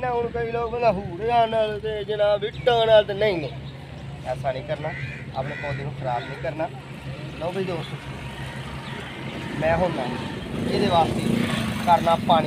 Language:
Punjabi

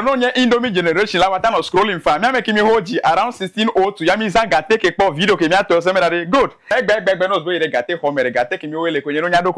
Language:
Ewe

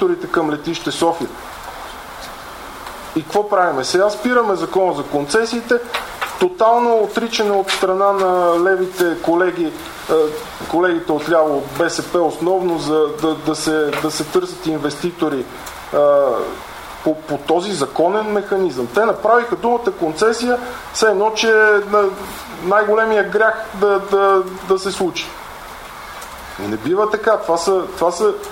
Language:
Bulgarian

